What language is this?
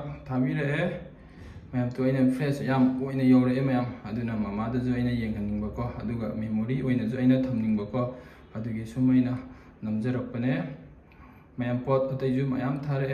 Manipuri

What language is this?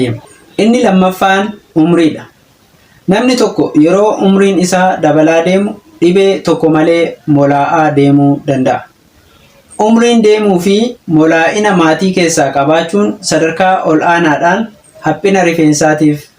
Oromo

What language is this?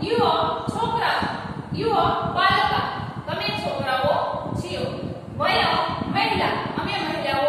Gujarati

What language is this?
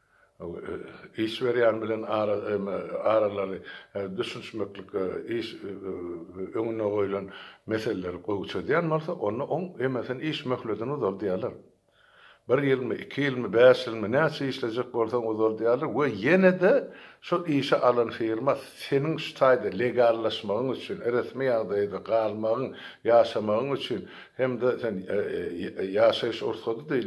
Turkmen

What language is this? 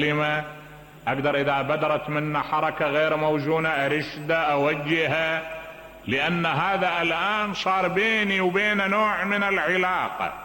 Mesopotamian Arabic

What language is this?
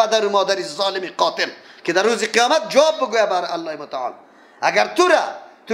Persian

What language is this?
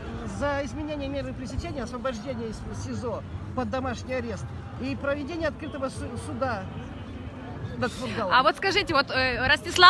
Russian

